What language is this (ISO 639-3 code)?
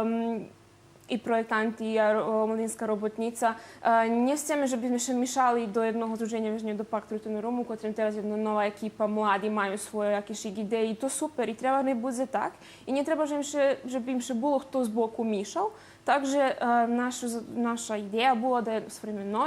rue